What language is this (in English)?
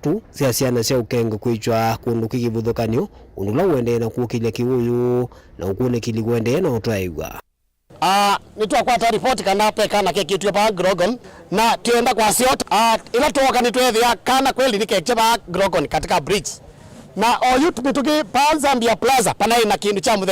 Kamba